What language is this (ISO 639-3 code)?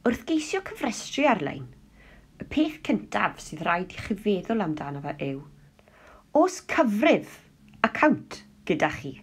cym